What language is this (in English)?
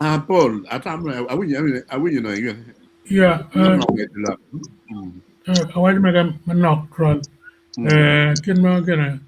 Acoli